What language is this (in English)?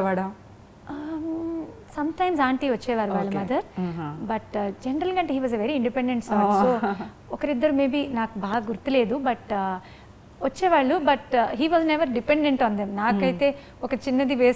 Telugu